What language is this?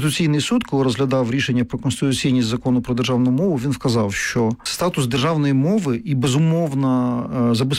Ukrainian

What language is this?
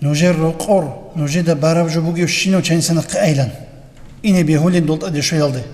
Avaric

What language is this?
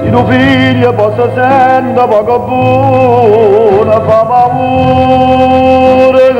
Neapolitan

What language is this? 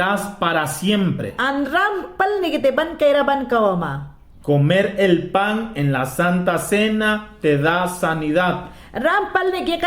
Mayangna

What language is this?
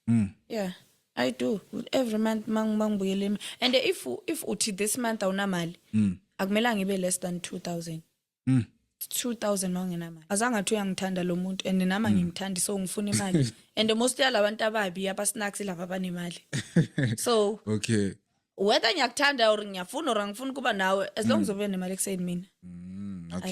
Zulu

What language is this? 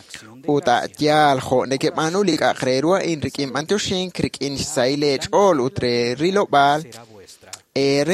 Kekchí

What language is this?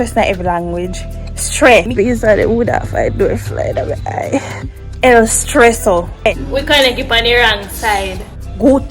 Jamaican Creole English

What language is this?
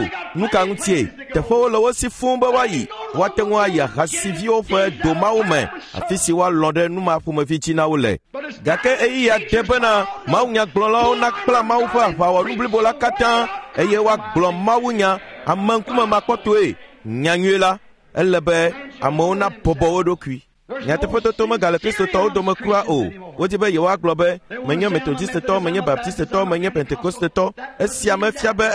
Ewe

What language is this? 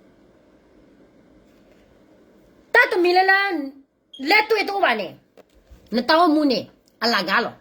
S'gaw Karen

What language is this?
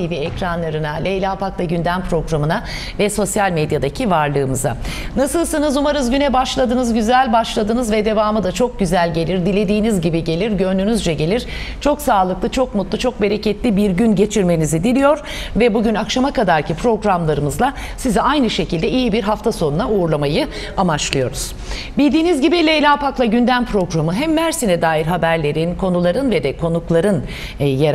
Turkish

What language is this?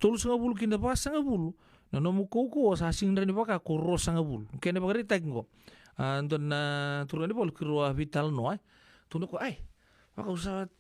Fijian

